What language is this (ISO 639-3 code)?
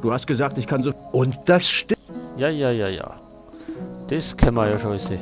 bar